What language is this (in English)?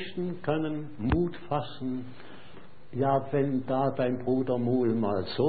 German